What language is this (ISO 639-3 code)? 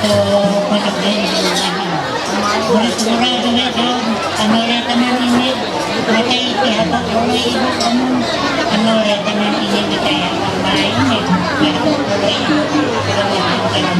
mhy